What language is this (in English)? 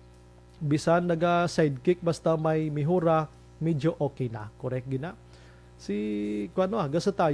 Hiligaynon